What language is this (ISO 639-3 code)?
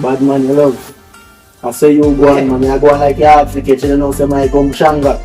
jam